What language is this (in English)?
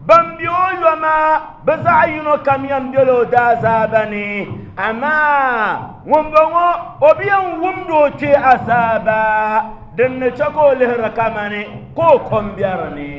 Dagbani